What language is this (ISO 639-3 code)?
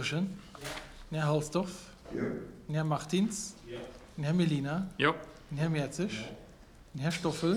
ltz